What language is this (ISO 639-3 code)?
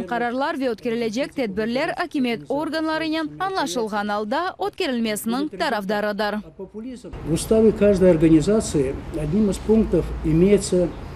crh